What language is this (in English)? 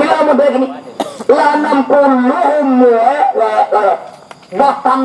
Minangkabau